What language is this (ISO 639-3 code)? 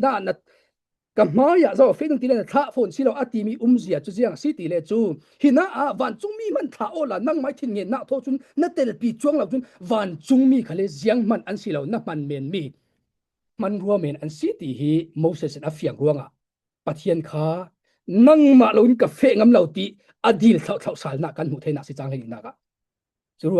cfm